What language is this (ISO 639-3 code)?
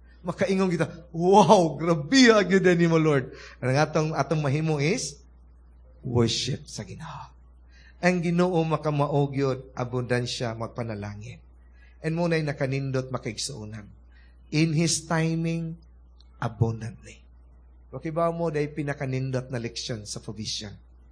ceb